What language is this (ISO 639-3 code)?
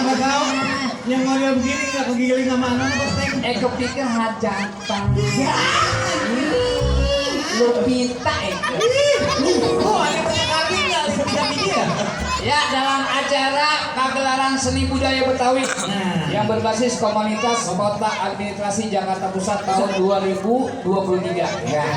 bew